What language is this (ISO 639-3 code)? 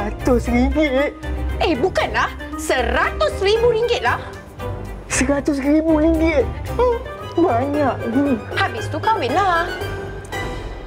msa